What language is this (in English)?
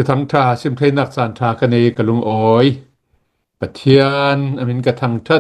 Hakha Chin